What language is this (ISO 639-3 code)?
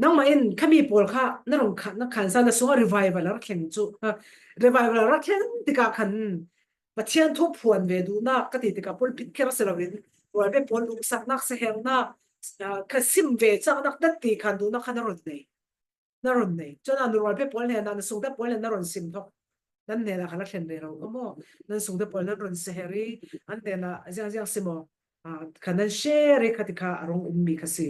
cfm